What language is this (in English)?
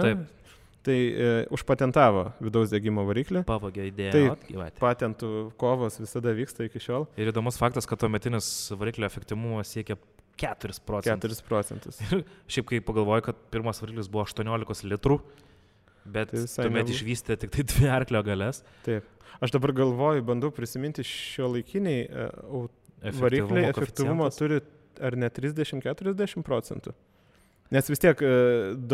Lithuanian